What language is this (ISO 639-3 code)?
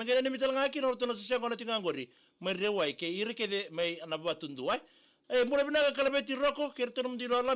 fij